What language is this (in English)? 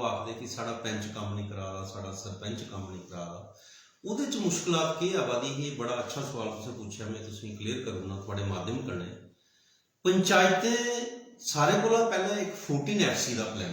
Dogri